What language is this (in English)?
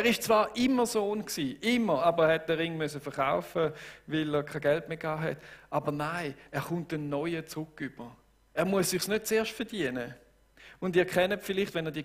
Swiss German